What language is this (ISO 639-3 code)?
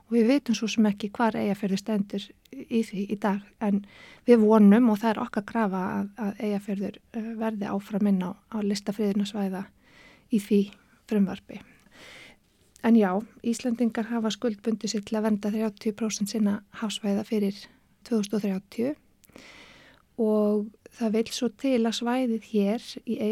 isl